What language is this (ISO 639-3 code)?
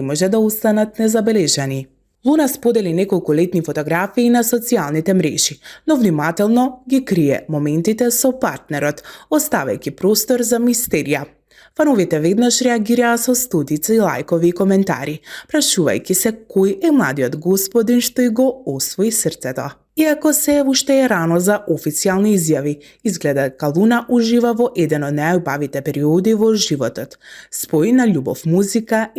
mkd